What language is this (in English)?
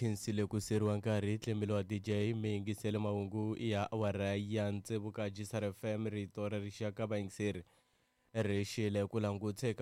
Tsonga